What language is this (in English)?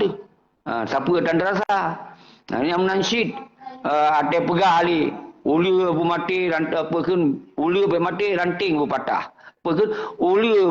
Achinese